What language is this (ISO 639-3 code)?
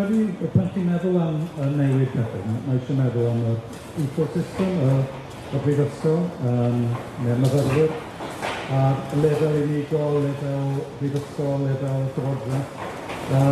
cym